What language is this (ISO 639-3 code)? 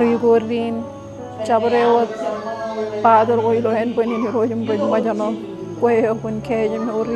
mah